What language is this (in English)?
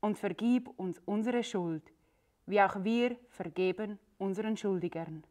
Swiss German